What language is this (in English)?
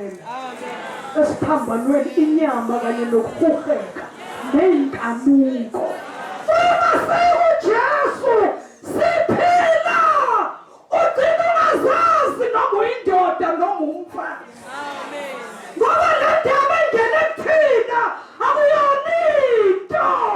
Zulu